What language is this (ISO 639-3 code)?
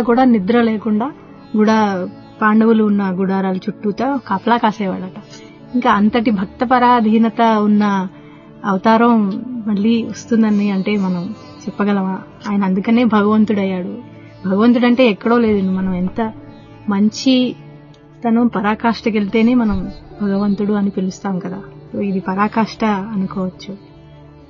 tel